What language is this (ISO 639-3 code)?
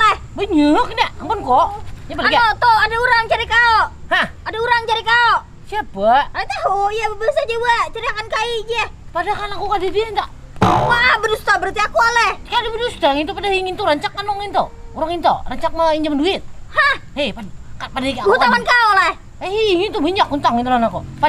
bjn